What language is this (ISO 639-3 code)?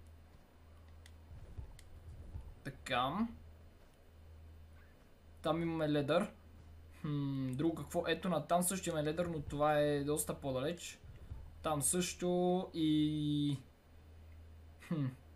bul